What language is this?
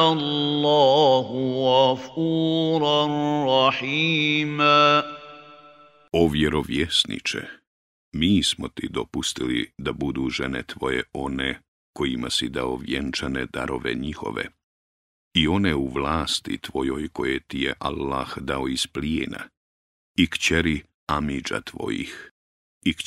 Bosnian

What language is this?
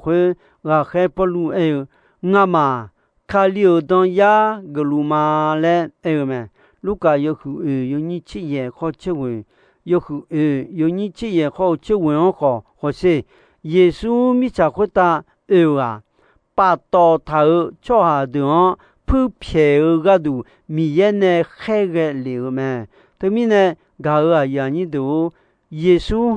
Akha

